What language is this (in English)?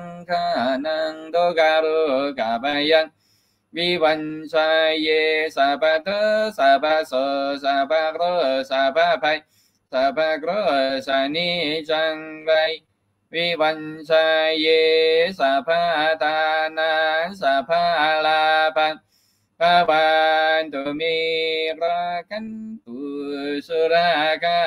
Chinese